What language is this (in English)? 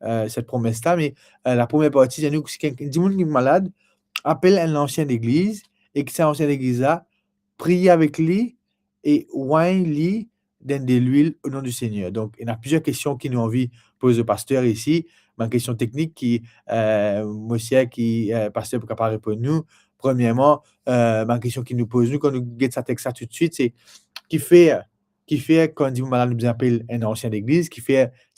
Morisyen